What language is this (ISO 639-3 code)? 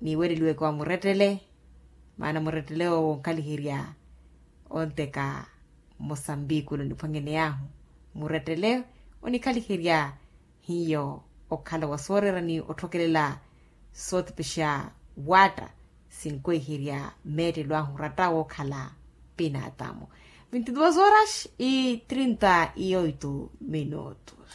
vmw